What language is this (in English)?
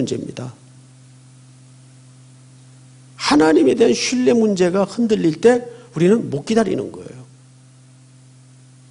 Korean